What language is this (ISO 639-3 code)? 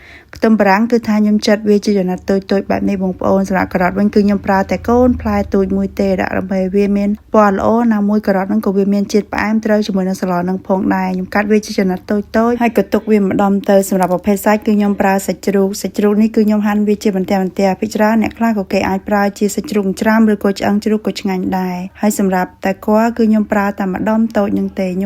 khm